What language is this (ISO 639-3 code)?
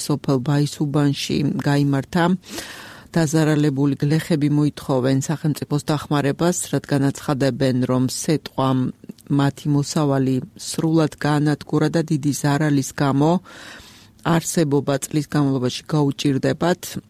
kat